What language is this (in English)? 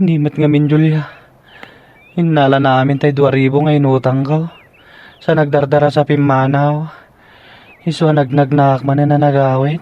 Iloko